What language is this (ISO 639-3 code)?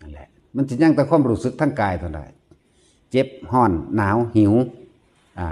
tts